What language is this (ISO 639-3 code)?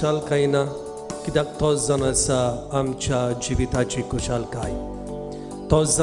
kok